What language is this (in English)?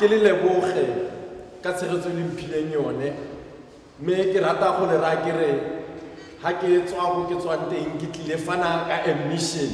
Tswana